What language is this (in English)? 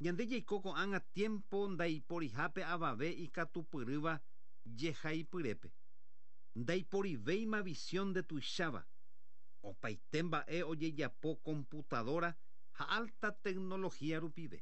Guarani